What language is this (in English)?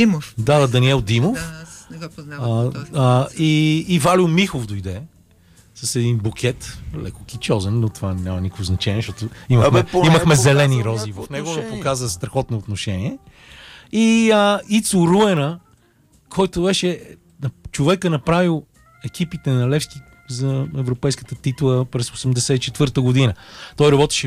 Bulgarian